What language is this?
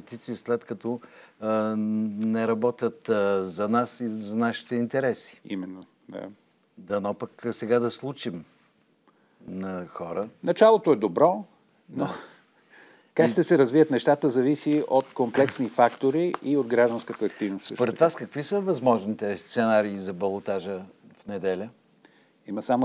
Bulgarian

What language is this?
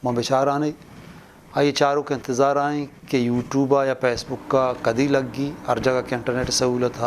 Eastern Balochi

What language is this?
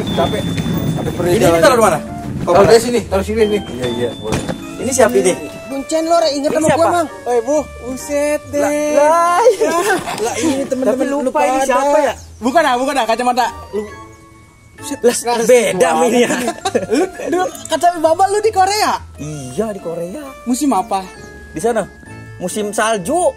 Betawi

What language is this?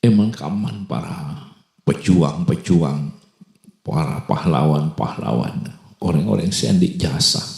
Madurese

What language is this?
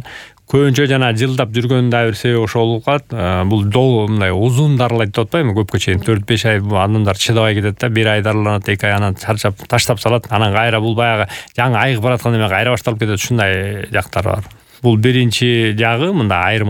Kyrgyz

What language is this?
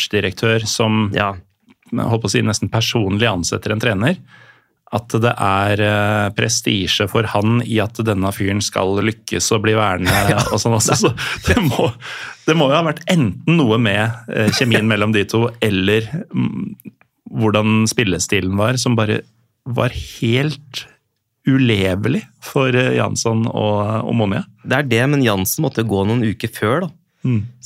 Norwegian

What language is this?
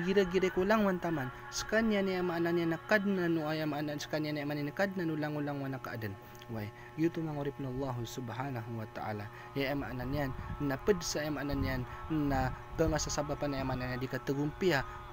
Maranao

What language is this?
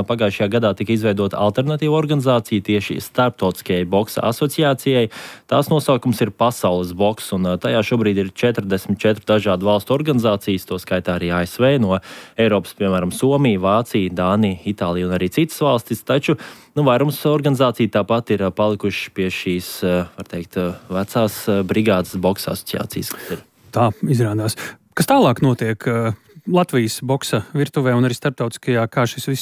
Latvian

